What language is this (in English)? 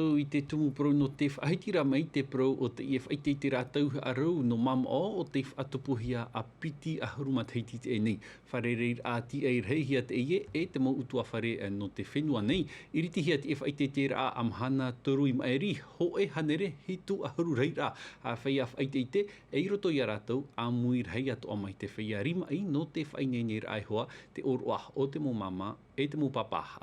Tahitian